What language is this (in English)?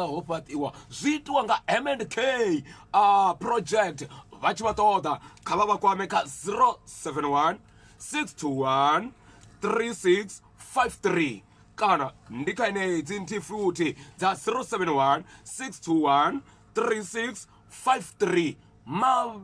Venda